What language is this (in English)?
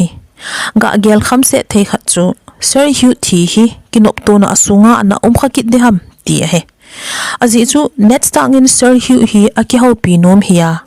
Thado Chin